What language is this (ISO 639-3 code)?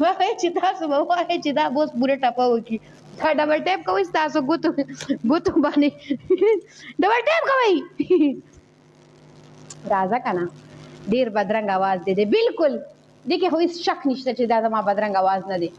pus